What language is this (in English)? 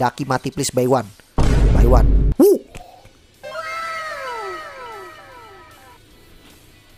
Indonesian